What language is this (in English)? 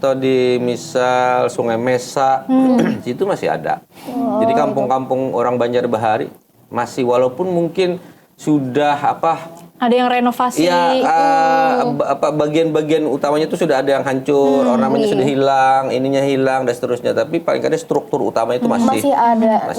Banjar